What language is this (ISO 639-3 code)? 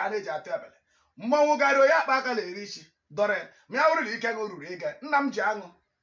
ibo